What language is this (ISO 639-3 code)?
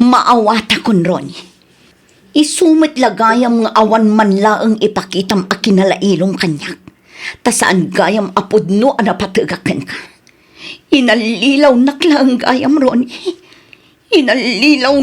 ilo